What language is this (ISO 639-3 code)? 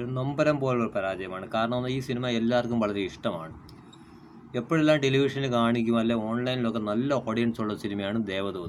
mal